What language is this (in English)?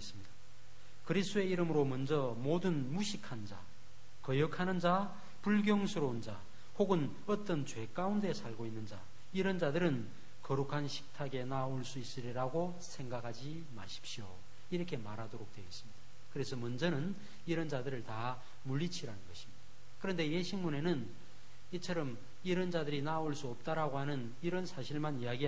Korean